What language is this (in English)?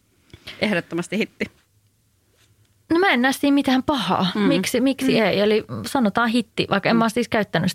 Finnish